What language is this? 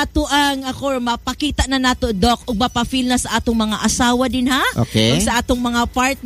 Cebuano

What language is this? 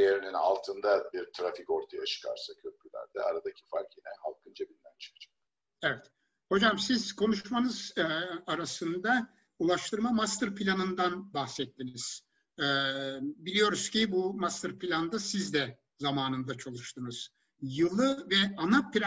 Turkish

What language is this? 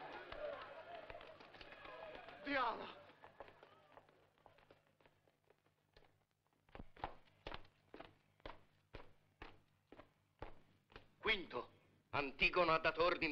Italian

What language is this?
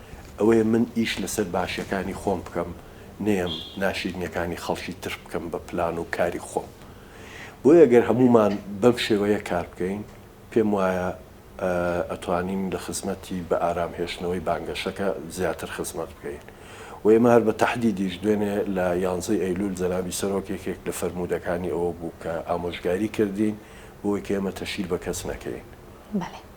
Central Kurdish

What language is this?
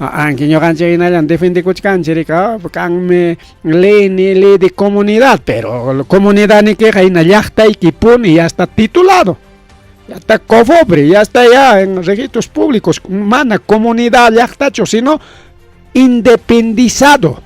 Ayacucho Quechua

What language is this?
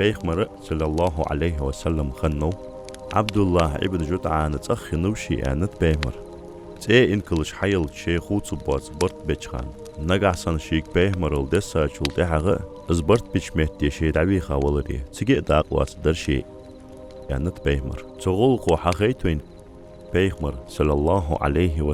Ingush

